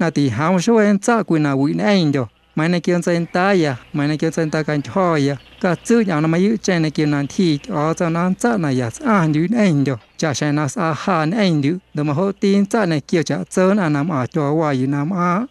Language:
Guerrero Amuzgo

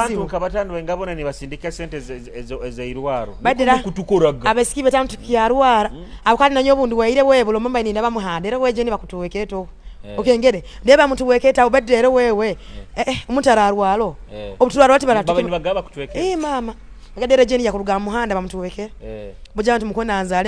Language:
Nyoro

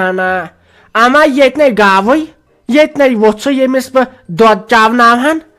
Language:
Kashmiri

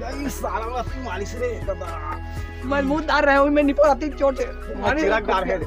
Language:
Chhattisgarhi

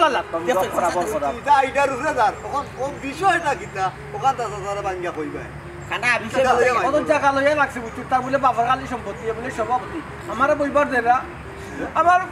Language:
Sylheti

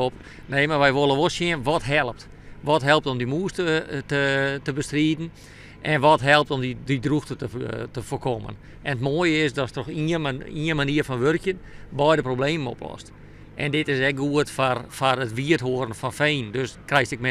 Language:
Western Frisian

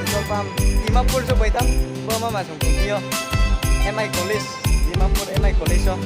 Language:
Riang (India)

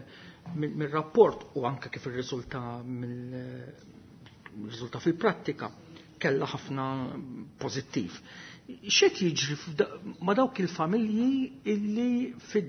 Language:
Maltese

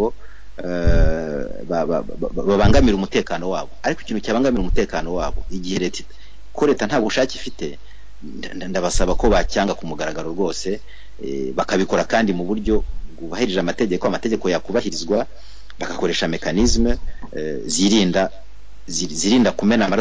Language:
Kinyarwanda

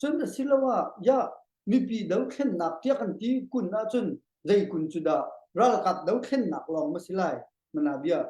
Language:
Hakha Chin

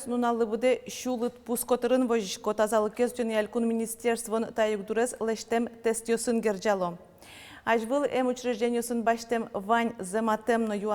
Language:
Udmurt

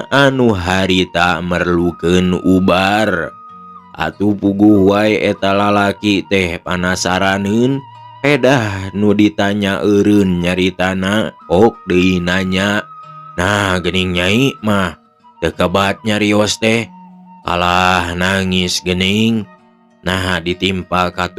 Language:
Sundanese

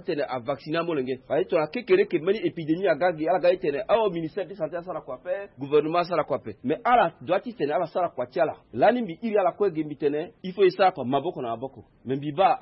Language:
Sango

